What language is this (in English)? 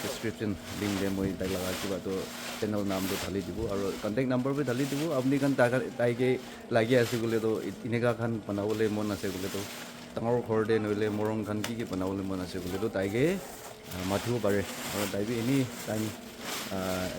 Naga Pidgin